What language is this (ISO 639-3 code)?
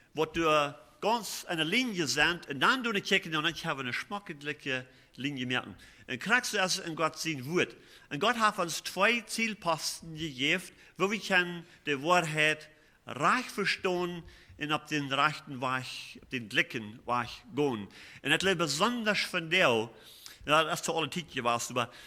pdt